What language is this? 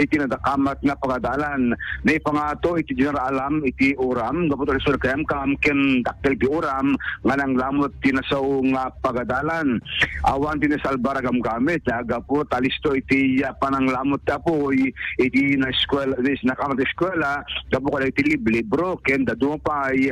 Iloko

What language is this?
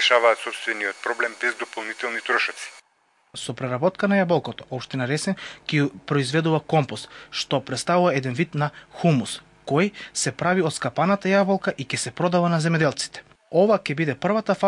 Macedonian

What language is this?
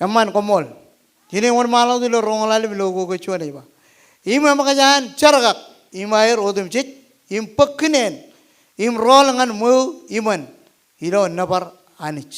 Marshallese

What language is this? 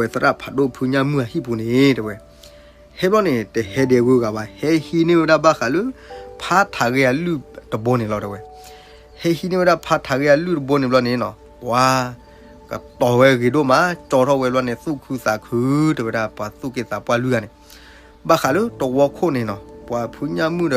S'gaw Karen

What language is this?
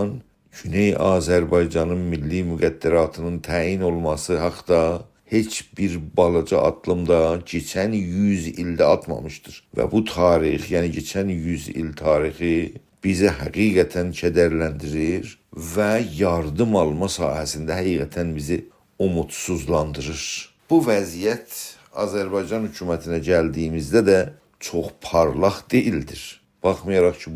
South Azerbaijani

